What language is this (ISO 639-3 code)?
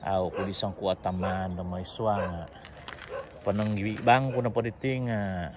dtp